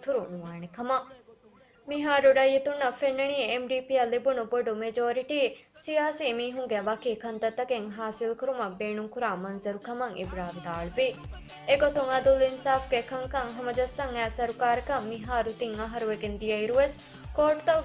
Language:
Divehi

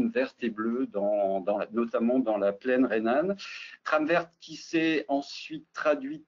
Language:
French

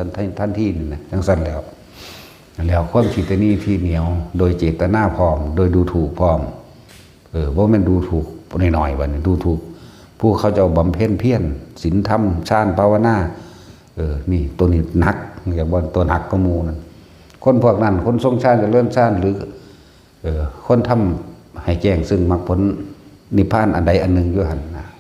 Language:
Northeastern Thai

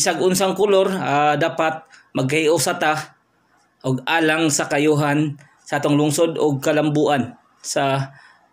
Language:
Cebuano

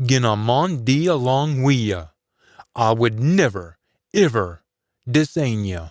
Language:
Scots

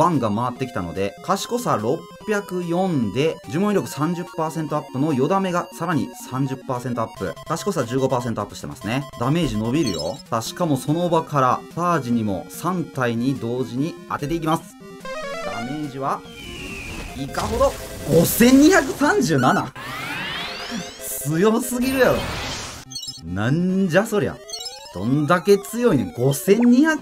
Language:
Japanese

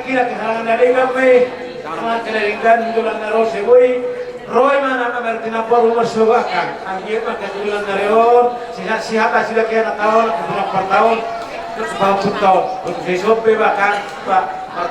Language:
Batak Toba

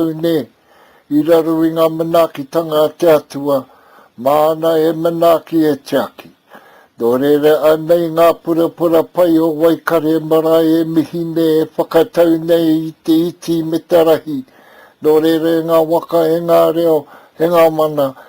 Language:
Māori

